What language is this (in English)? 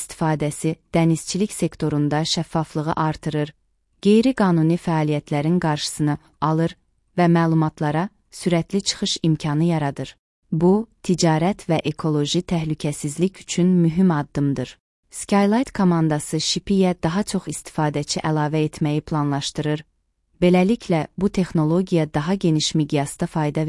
Azerbaijani